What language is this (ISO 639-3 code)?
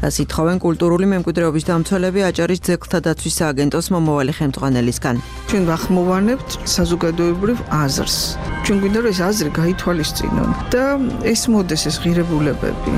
kat